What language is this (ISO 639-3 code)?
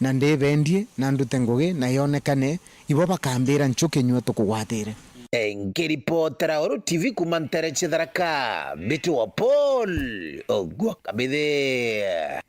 mer